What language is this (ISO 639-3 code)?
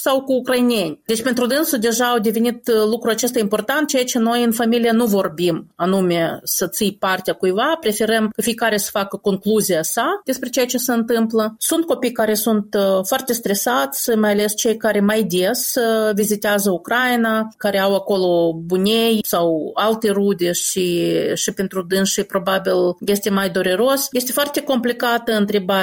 ron